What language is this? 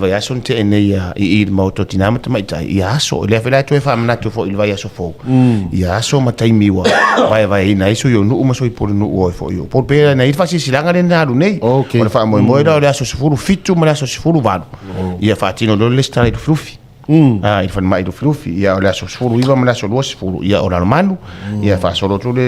Samoan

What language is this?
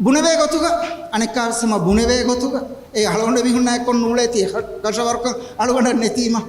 Divehi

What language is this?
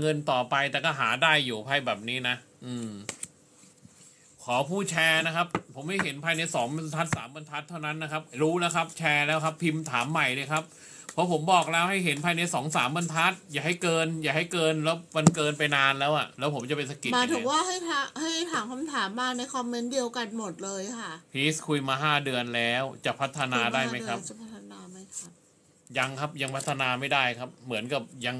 Thai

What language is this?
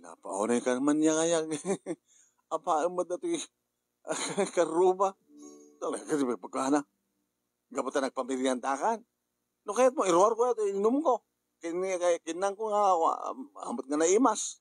Iloko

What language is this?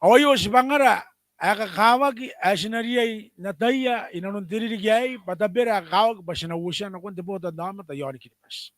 Gilbertese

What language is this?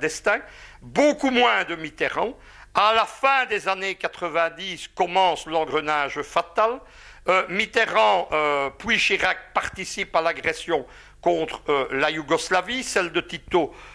French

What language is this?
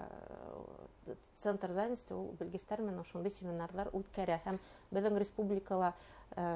Bashkir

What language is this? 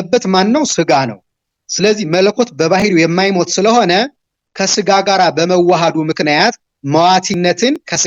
Amharic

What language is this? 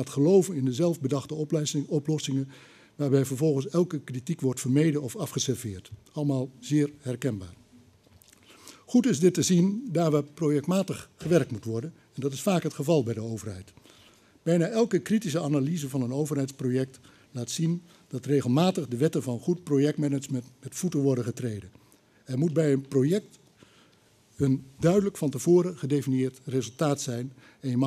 Dutch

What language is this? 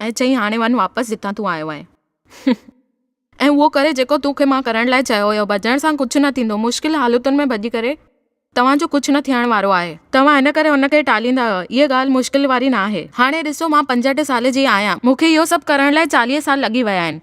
Sindhi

